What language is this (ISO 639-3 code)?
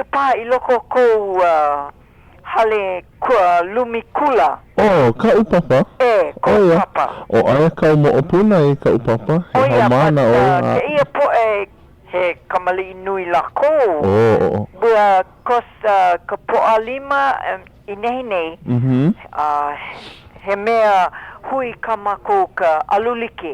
haw